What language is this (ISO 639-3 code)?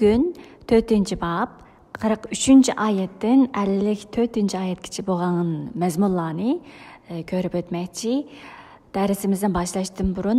uig